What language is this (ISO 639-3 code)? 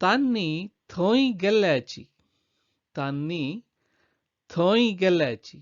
kok